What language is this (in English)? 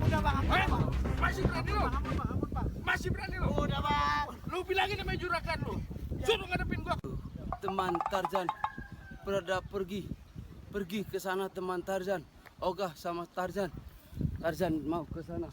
Betawi